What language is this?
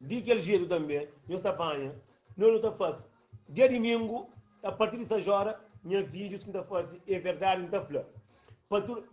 Kabuverdianu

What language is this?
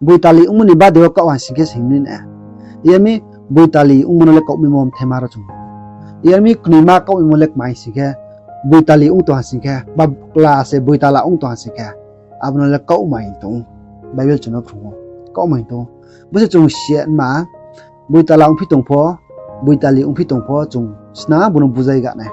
Riang (India)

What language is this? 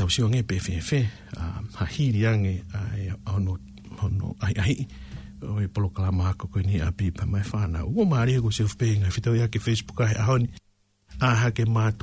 Tongan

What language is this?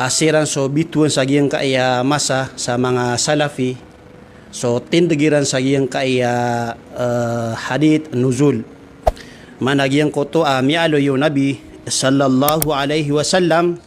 Maranao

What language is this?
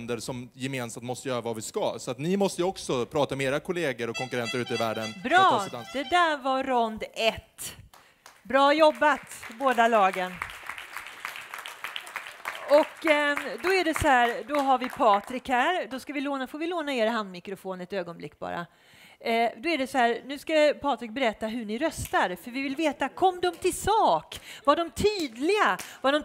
Swedish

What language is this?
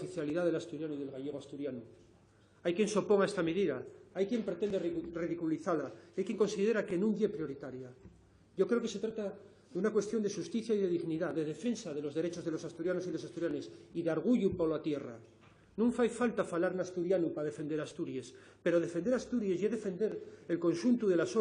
Asturian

